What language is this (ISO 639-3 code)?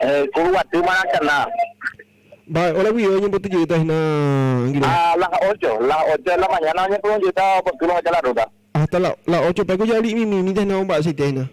grn